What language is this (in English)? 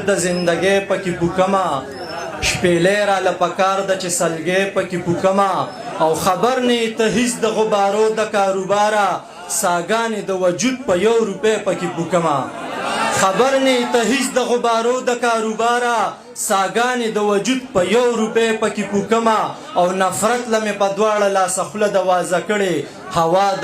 Pashto